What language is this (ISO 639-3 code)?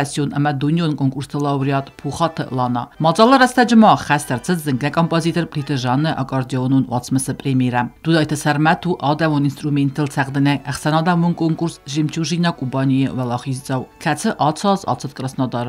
oss